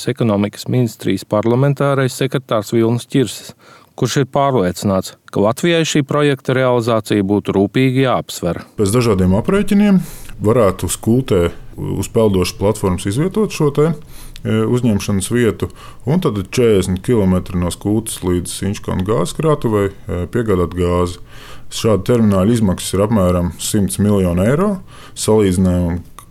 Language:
Latvian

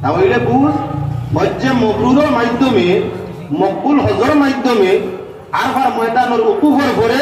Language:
Sylheti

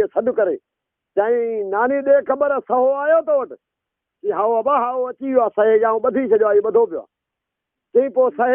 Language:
Sindhi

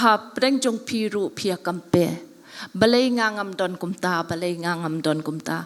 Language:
Khasi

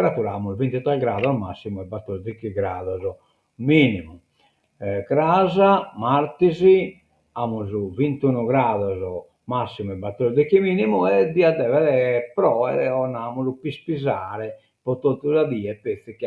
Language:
Sardinian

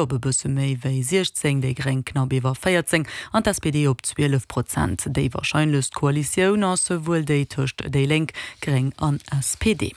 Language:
Luxembourgish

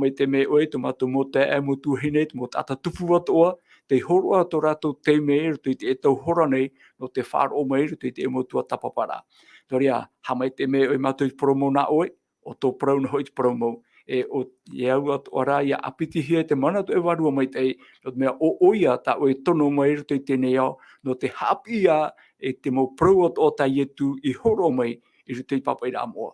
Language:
Tahitian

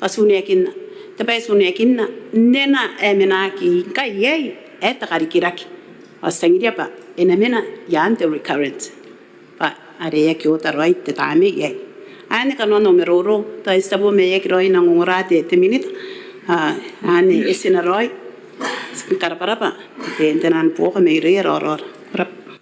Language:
Gilbertese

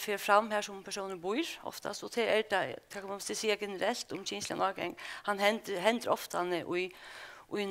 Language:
Faroese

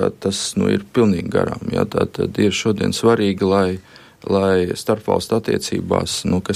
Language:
Latvian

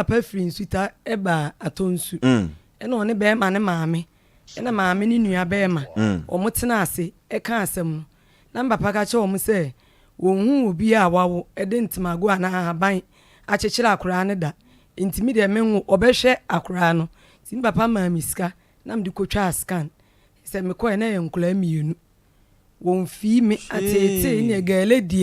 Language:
Akan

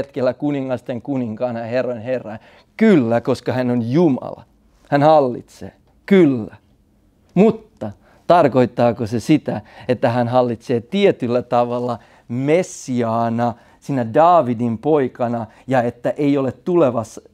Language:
Finnish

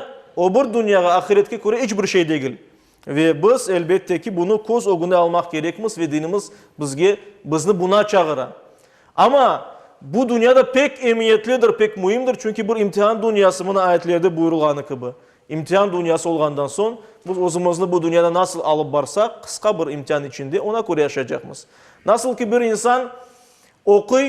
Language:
Crimean Tatar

